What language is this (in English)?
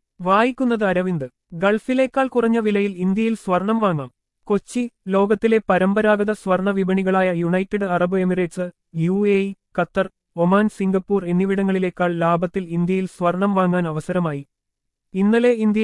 Malayalam